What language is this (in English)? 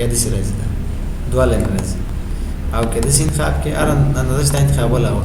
Pashto